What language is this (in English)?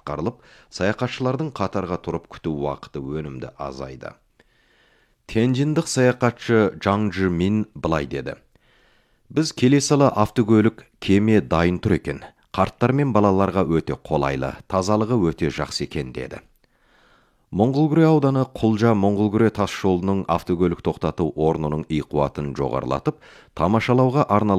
Kazakh